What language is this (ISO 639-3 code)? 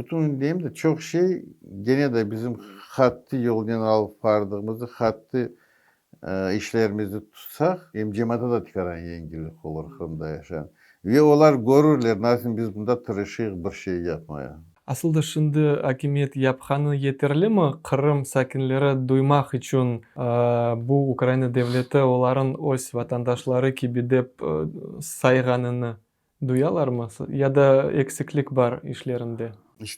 crh